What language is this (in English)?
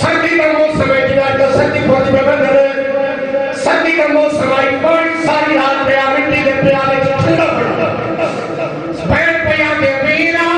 Saraiki